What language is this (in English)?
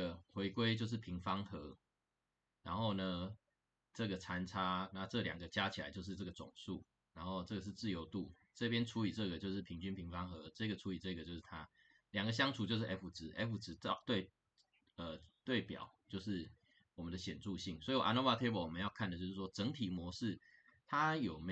Chinese